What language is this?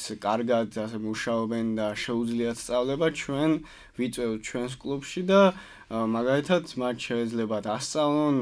Georgian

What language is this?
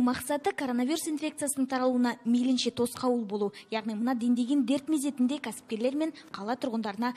Kazakh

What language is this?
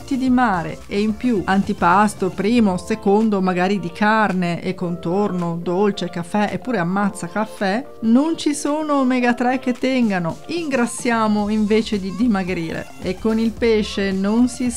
Italian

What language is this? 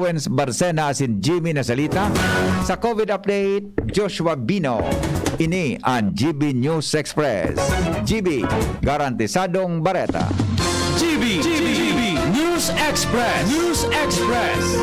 Bikol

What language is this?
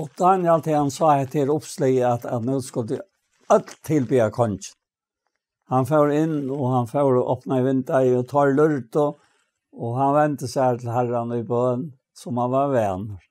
Faroese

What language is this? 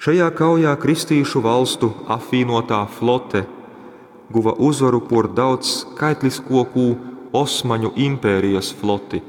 Latgalian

